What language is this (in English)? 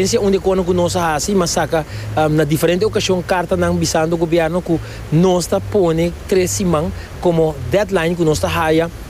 Papiamento